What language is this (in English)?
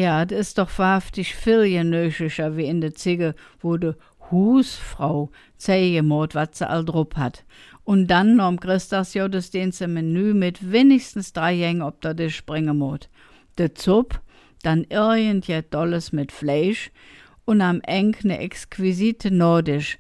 Colognian